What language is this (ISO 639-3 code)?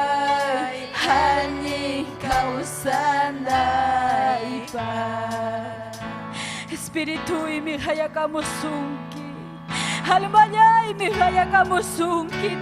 quy